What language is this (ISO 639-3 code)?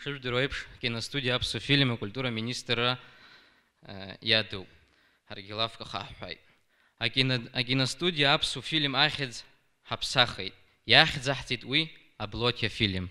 abk